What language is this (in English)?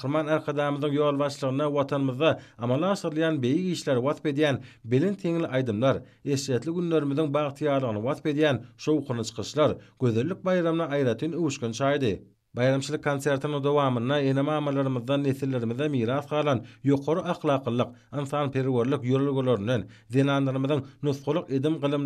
Turkmen